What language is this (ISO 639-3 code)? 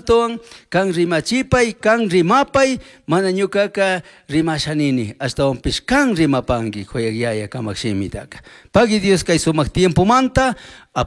qug